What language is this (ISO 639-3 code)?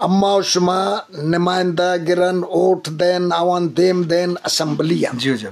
bgp